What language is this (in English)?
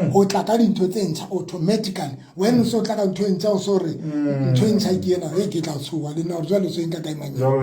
Southern Sotho